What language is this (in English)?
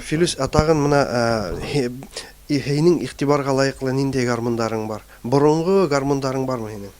Tatar